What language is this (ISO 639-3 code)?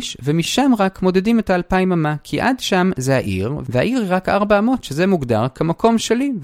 heb